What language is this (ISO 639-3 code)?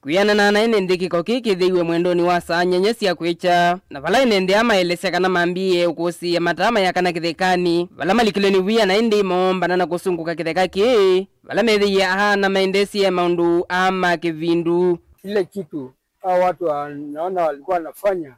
kam